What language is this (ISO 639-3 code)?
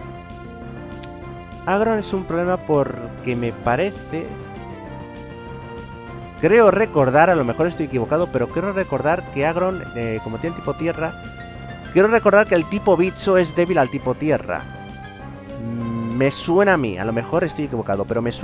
spa